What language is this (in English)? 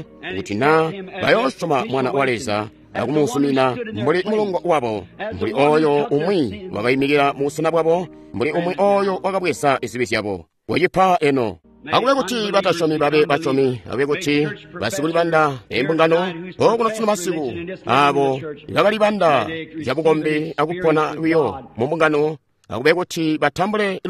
Tonga (Zambia)